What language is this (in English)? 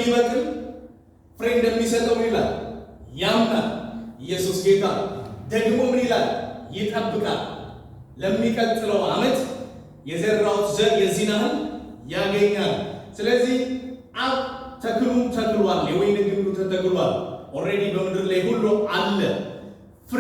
Amharic